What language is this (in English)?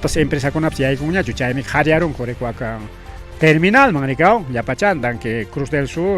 Ayacucho Quechua